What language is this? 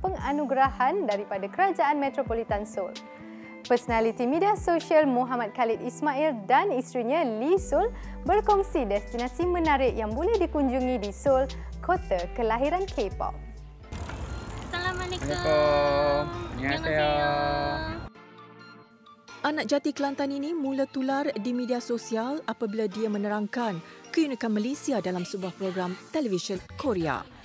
Malay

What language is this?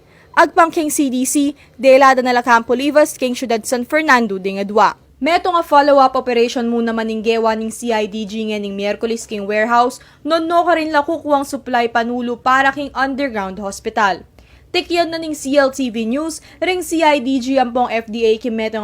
Pampanga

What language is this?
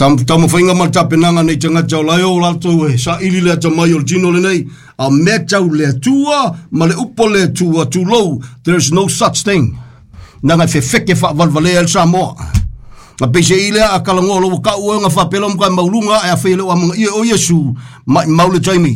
Samoan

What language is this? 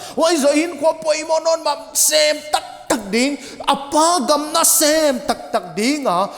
Paite Chin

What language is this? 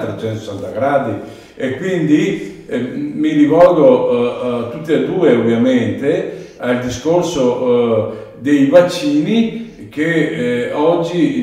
Italian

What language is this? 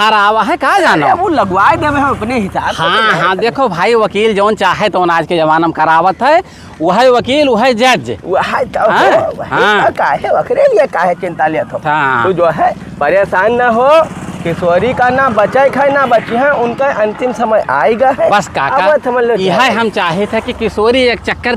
Awadhi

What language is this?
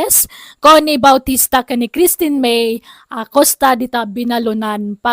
Iloko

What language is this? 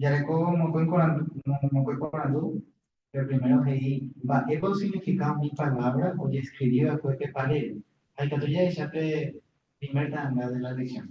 Guarani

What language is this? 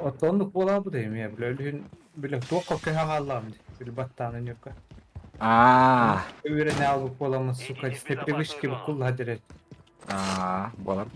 Yakut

